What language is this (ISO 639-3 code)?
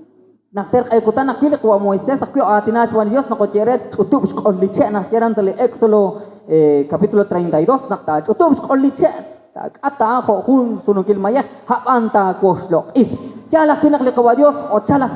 kek